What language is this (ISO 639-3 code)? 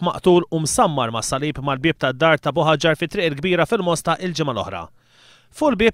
mlt